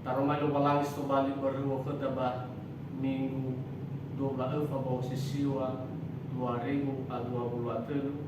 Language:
Nias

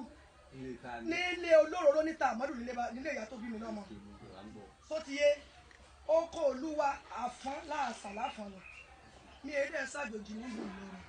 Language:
Yoruba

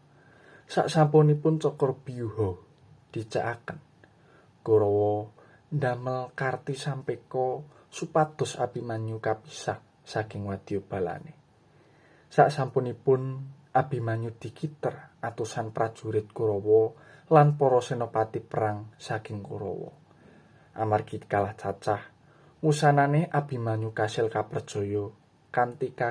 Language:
Javanese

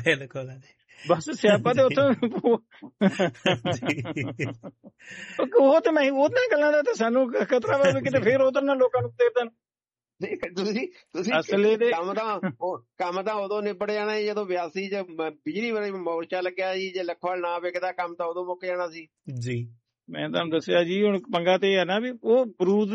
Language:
Punjabi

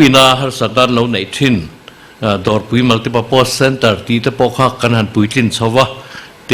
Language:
Mizo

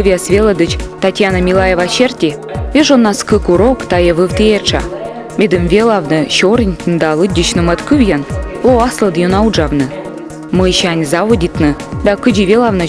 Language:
Komi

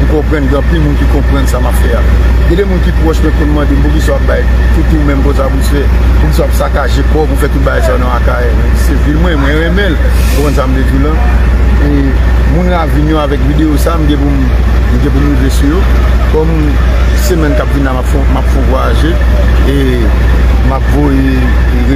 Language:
Haitian Creole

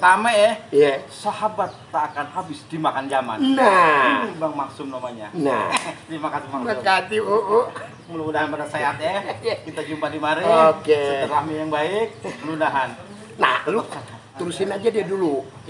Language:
Betawi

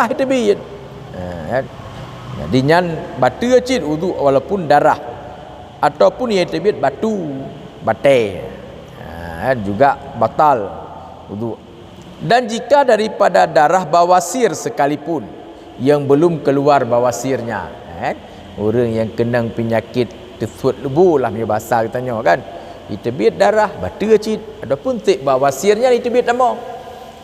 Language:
Achinese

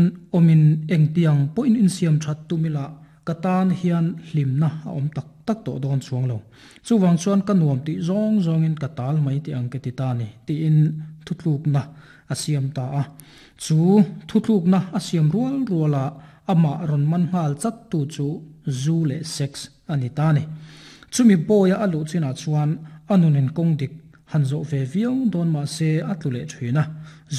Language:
Mizo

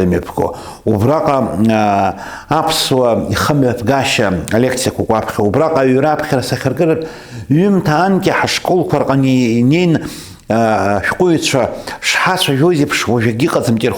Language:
Abkhazian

